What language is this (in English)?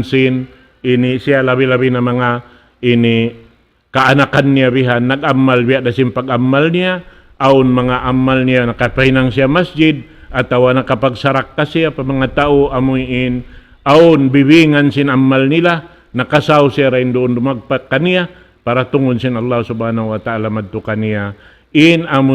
Tausug